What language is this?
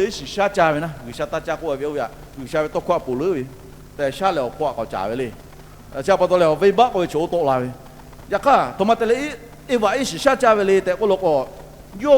Lahu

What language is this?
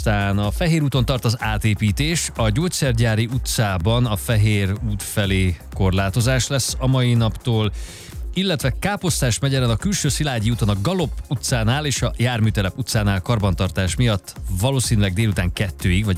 Hungarian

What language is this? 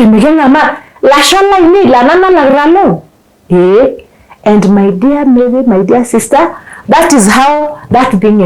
Masai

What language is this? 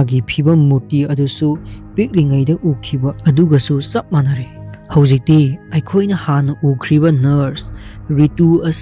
Manipuri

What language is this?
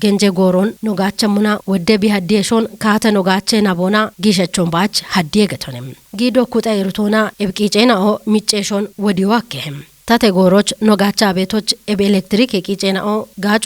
Kafa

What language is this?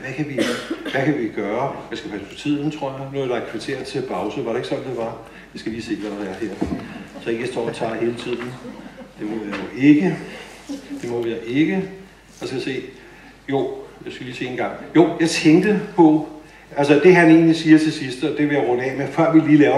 Danish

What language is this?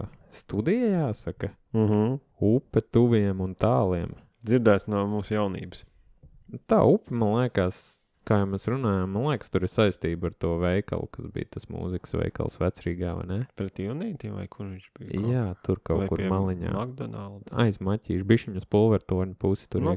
Latvian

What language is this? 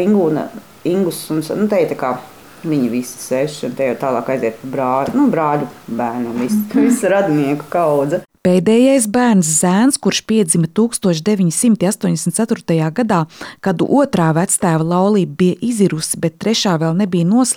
Latvian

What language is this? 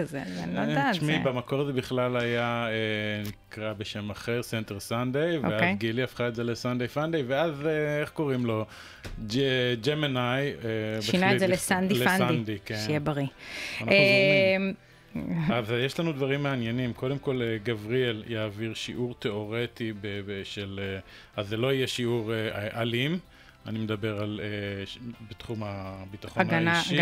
Hebrew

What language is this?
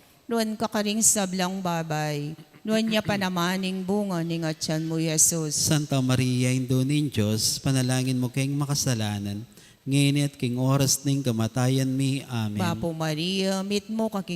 Pampanga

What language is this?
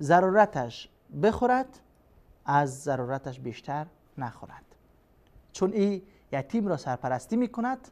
Persian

